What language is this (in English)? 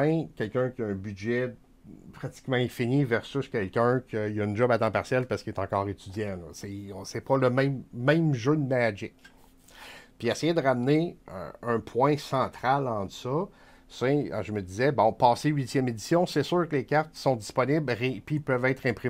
French